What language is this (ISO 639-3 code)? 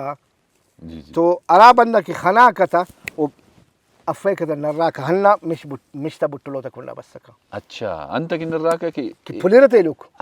brh